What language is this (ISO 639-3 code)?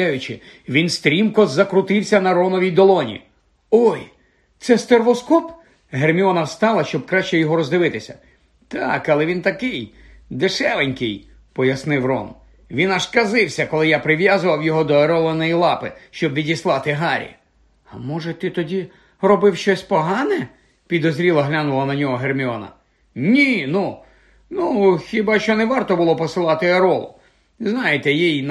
ukr